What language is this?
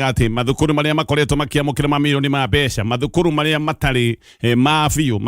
Kikuyu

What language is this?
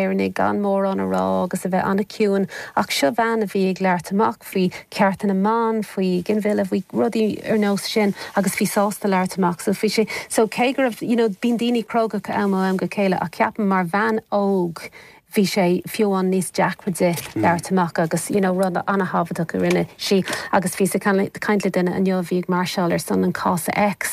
Irish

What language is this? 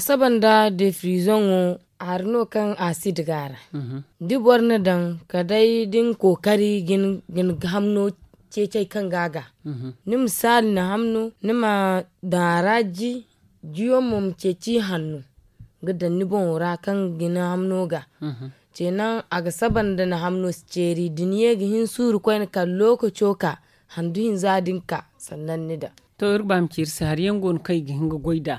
Zarma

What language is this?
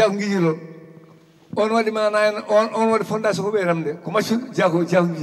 Fula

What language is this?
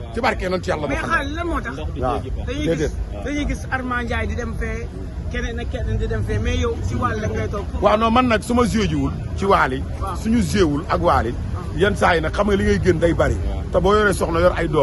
Wolof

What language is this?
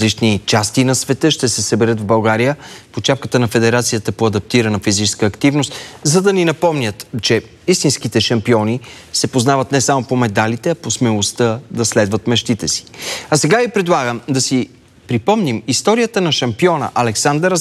Bulgarian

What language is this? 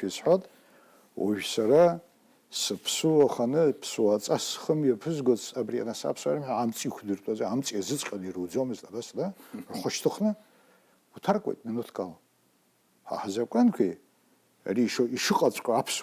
Abkhazian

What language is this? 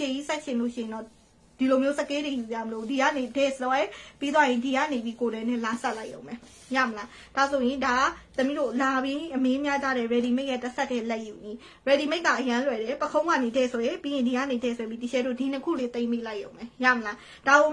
Burmese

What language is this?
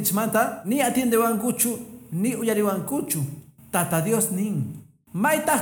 Quechua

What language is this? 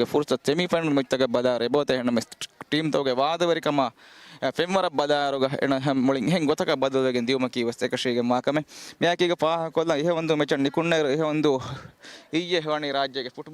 Divehi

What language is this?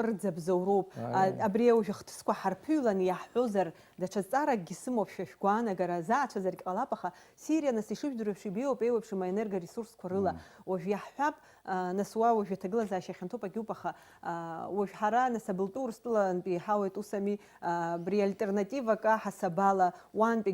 Abkhazian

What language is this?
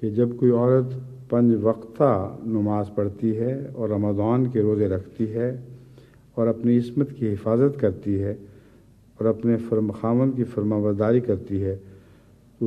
Urdu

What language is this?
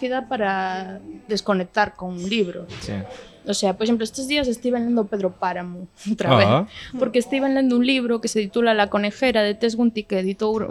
Galician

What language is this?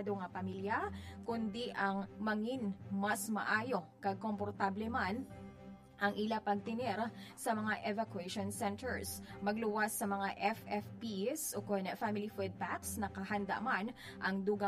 Hiligaynon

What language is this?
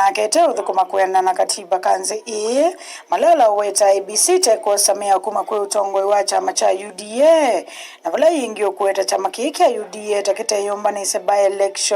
Kamba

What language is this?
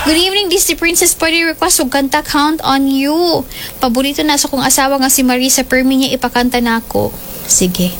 Cebuano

